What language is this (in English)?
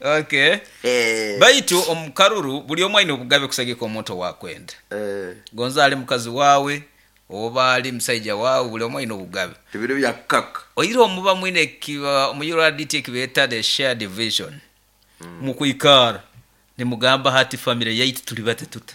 Nyankole